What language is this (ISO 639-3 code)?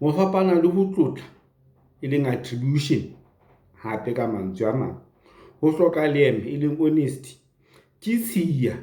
sot